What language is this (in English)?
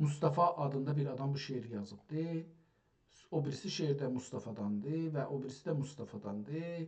South Azerbaijani